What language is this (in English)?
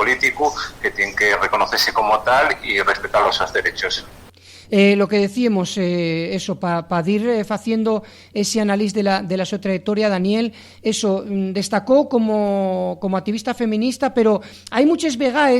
Asturian